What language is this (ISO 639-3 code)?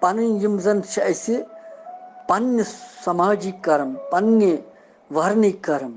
kas